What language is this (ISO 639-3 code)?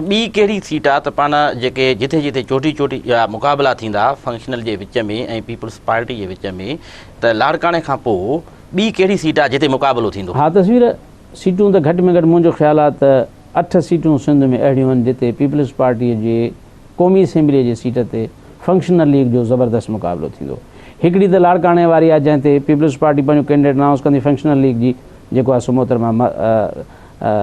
snd